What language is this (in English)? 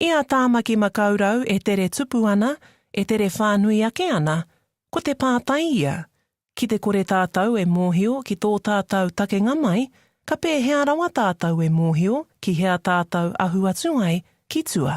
Māori